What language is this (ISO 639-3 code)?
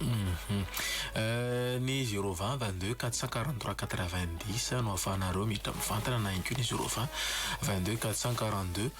mlg